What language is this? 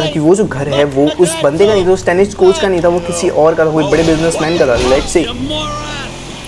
Hindi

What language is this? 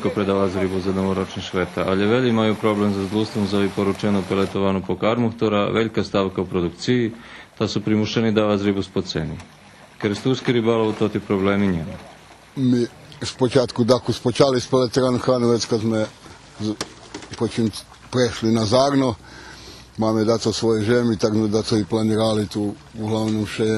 Rusyn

